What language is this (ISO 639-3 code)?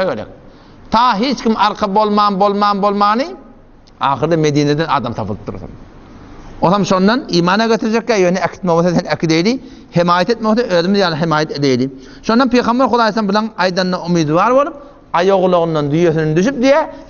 tuk